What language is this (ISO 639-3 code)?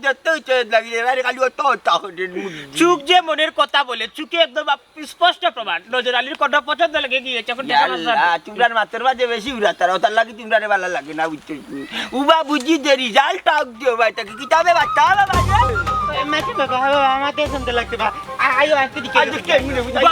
syl